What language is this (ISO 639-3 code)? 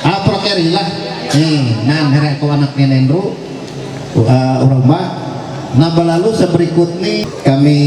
mhy